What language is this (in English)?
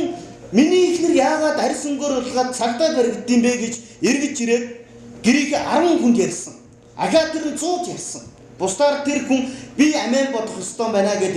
Mongolian